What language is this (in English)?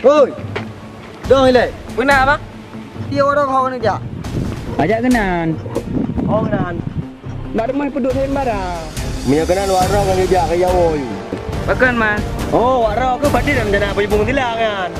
Achinese